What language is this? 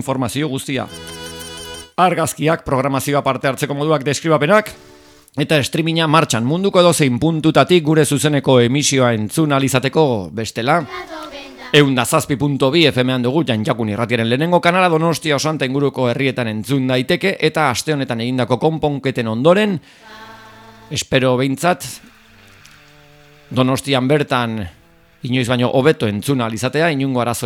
Basque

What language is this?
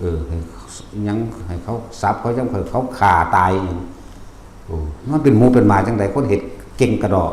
Northeastern Thai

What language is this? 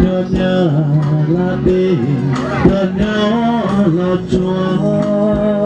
Hmong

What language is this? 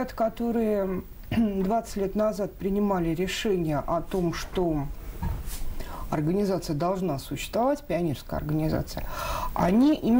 Russian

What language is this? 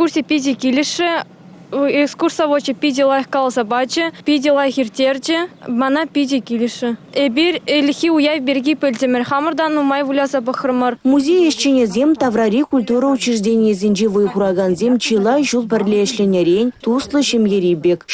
Chuvash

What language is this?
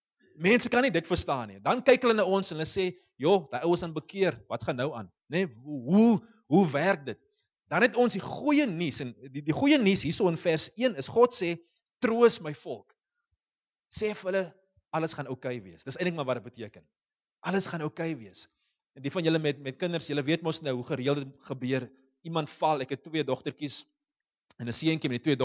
Afrikaans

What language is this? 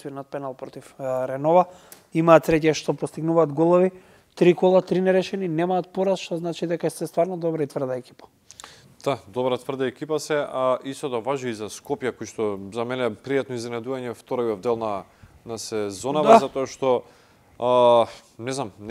Macedonian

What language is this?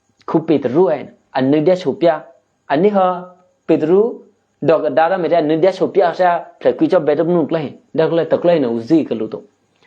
Eastern Kayah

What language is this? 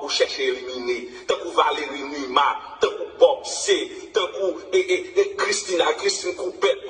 Haitian Creole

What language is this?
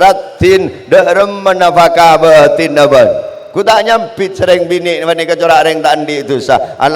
Madurese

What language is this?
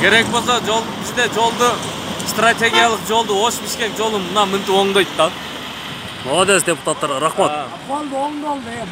Kyrgyz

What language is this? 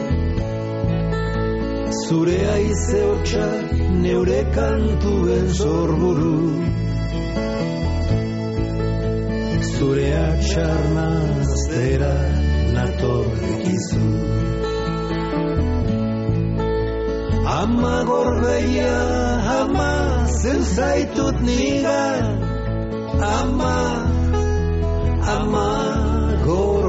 Basque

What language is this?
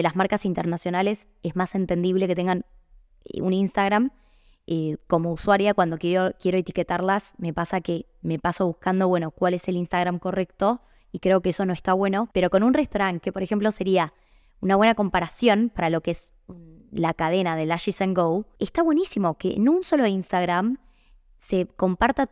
Spanish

